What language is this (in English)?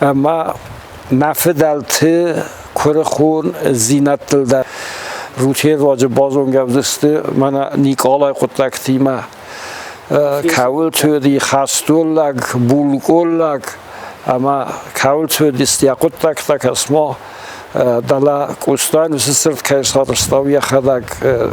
Ossetic